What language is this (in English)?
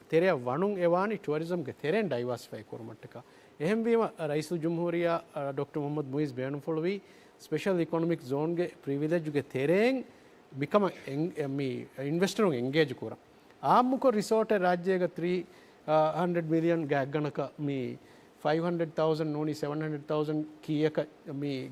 Divehi